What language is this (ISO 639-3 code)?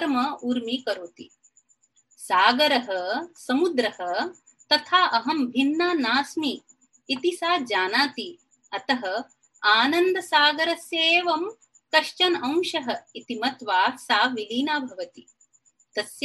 san